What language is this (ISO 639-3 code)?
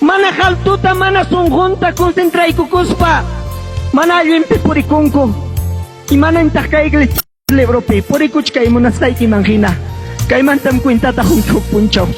quy